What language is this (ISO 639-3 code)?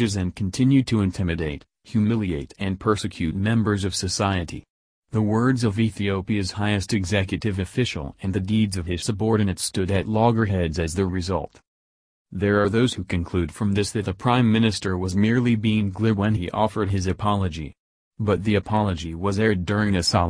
eng